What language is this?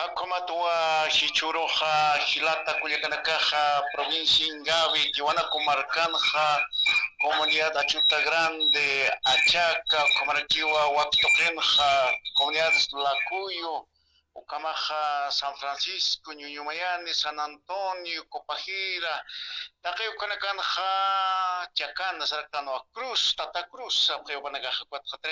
Aymara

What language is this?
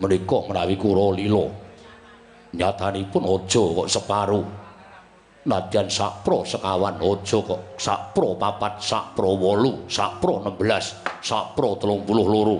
Javanese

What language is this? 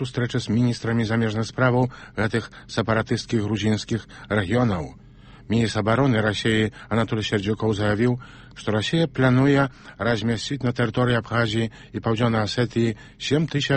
Belarusian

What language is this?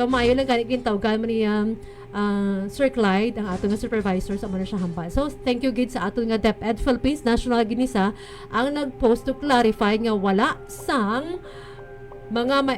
Hiligaynon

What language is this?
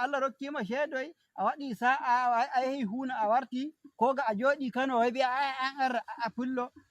Nigerian Fulfulde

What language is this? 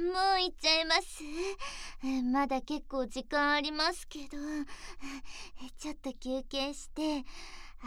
Japanese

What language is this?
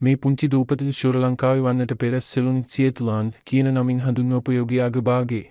Sinhala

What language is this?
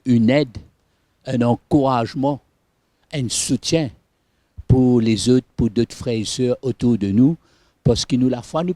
Morisyen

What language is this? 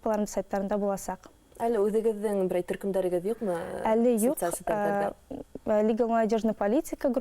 Bashkir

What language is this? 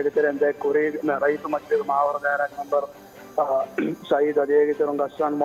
Divehi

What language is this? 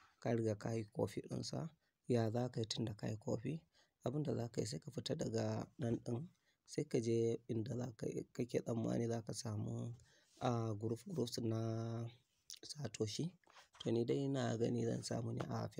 Hausa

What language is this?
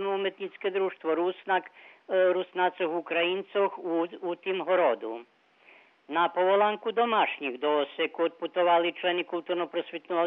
Rusyn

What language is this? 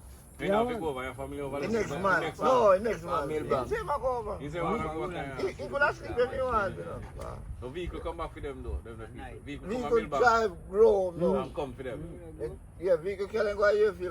Jamaican Creole English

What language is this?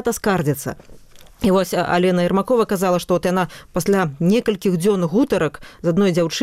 Belarusian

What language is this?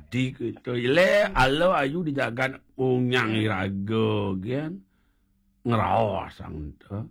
Balinese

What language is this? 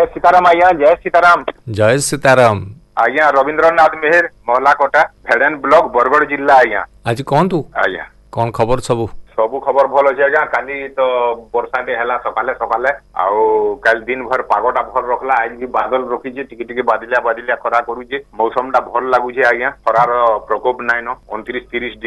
Odia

